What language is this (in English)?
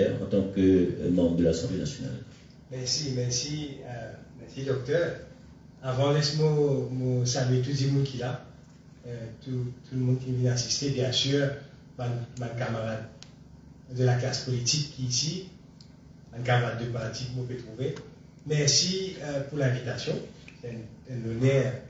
Morisyen